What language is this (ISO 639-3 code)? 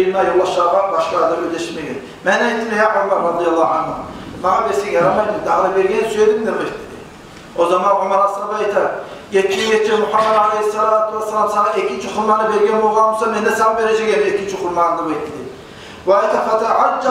kum